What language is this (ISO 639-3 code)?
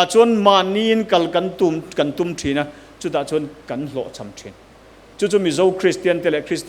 lus